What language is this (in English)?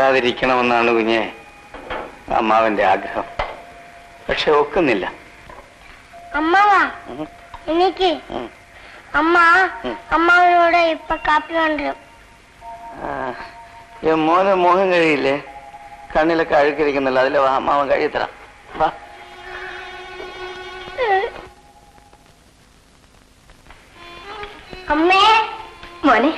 Malayalam